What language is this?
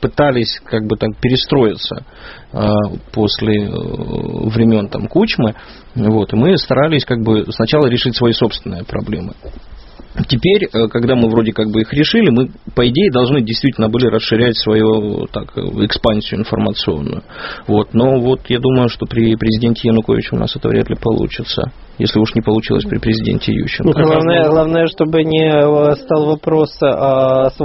Russian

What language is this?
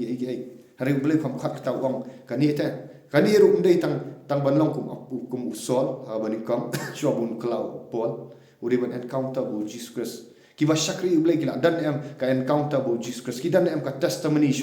Khasi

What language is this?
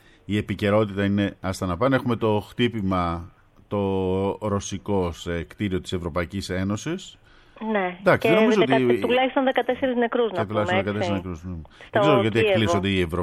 Greek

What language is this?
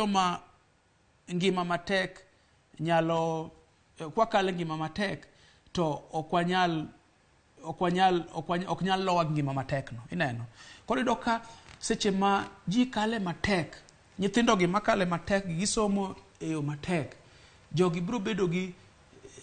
Luo (Kenya and Tanzania)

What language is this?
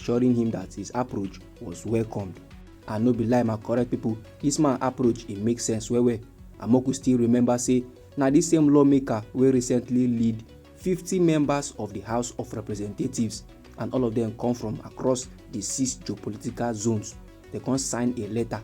Nigerian Pidgin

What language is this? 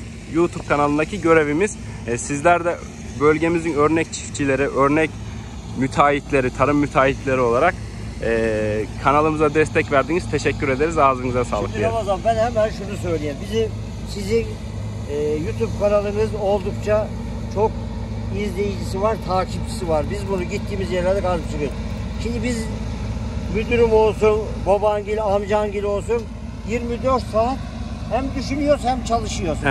Turkish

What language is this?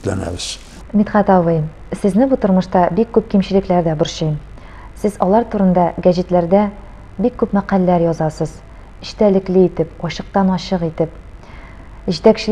Tatar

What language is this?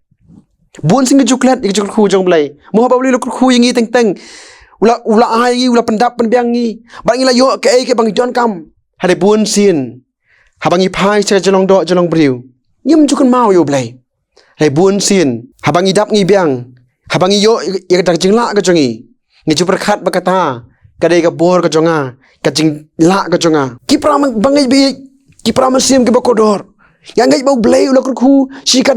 Khasi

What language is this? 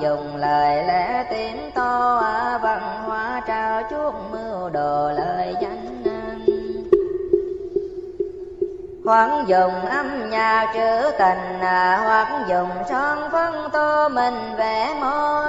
Vietnamese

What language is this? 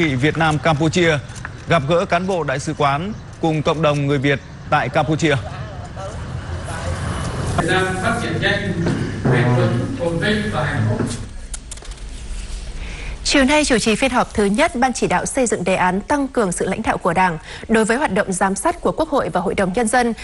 Vietnamese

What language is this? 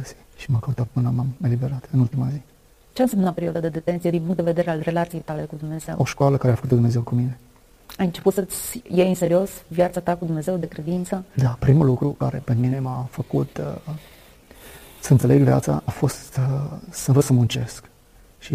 Romanian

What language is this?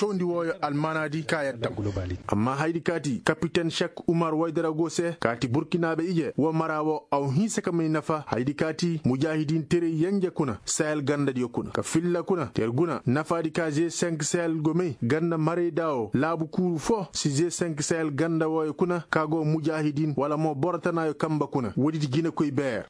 Koyraboro Senni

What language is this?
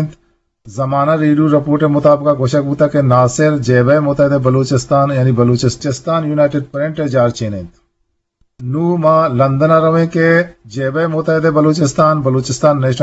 Eastern Balochi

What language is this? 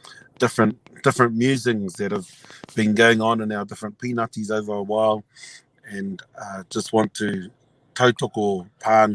Māori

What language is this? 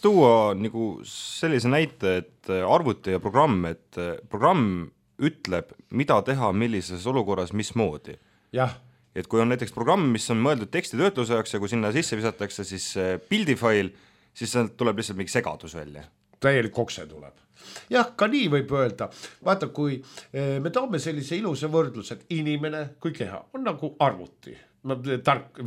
Estonian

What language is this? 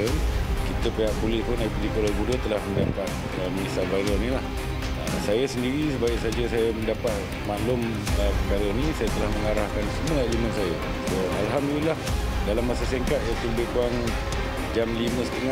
Malay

